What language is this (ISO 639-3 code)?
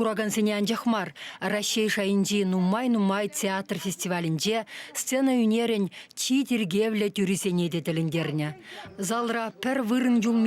chv